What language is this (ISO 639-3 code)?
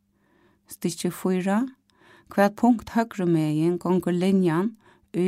fao